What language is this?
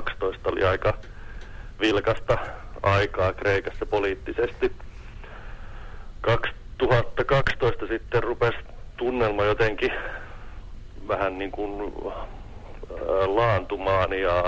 Finnish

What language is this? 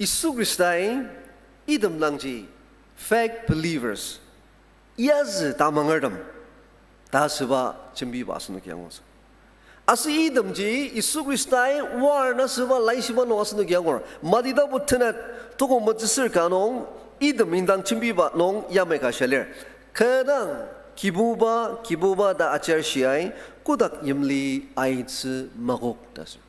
Ao Naga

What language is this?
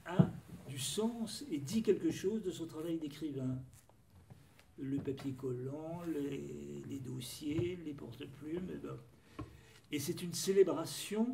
French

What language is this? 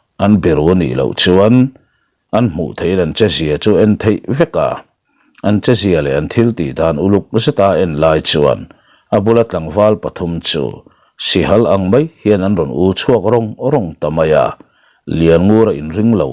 Mizo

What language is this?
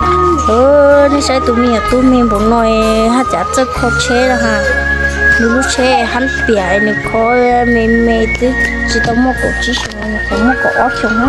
Hmong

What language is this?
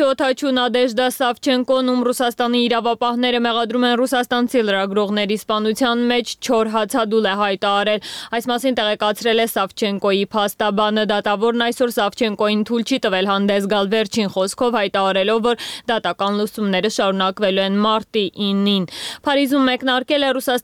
Armenian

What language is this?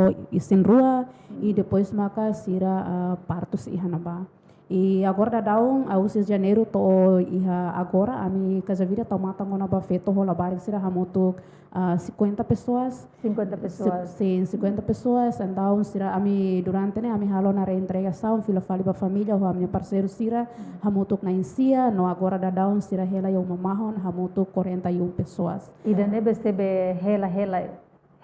Tetum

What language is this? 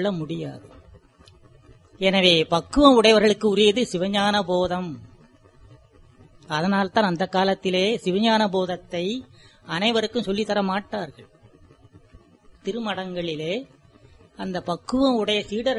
Tamil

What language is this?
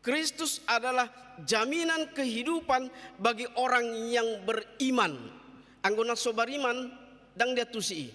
Batak Toba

